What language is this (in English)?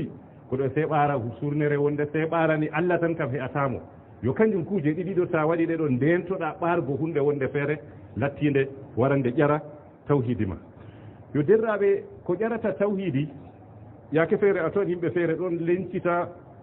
Fula